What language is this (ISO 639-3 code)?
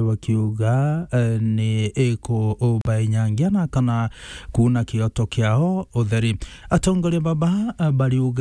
mer